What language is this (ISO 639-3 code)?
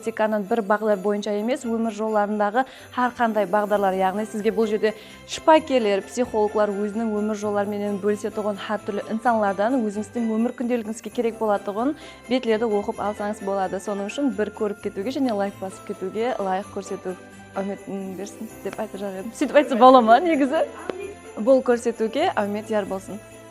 kaa